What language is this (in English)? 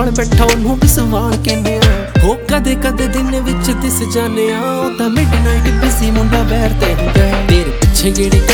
Punjabi